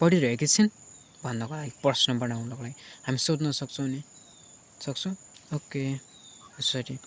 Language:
Nepali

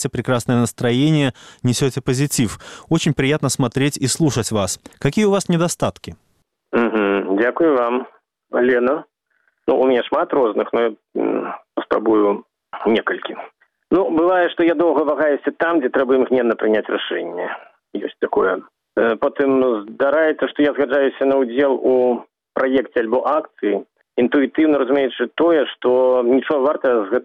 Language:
Belarusian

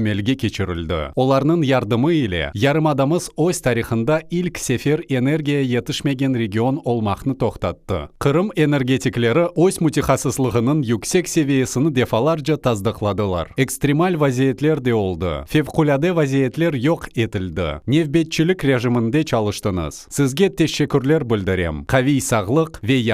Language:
Crimean Tatar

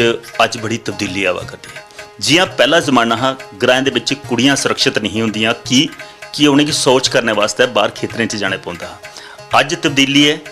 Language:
Dogri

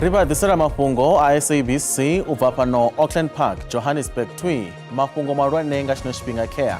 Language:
Venda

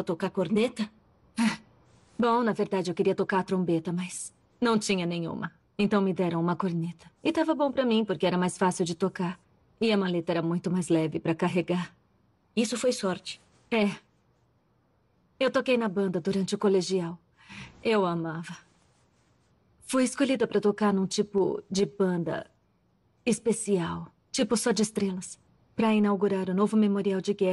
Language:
Portuguese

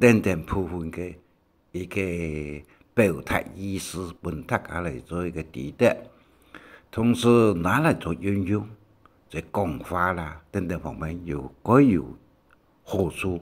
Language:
Hakka Chinese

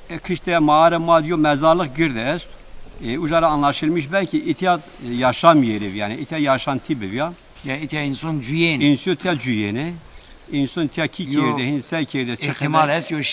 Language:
Zaza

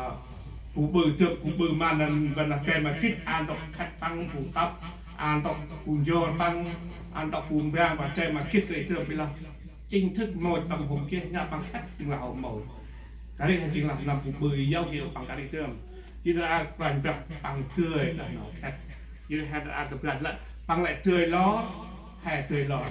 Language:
Central Mnong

